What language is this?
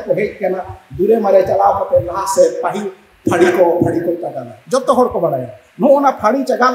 Santali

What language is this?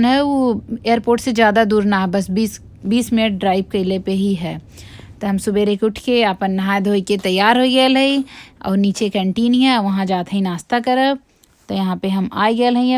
Bhojpuri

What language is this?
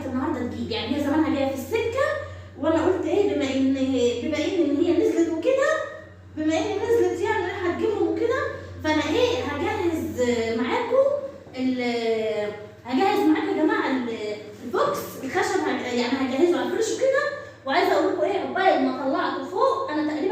Egyptian Arabic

